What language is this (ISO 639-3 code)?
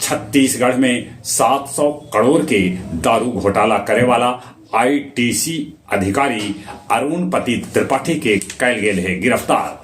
mag